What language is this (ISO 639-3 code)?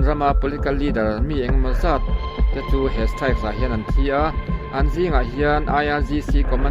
lus